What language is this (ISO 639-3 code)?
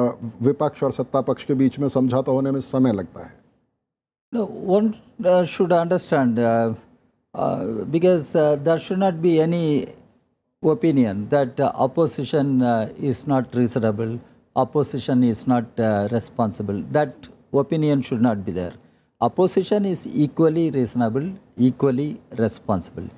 hin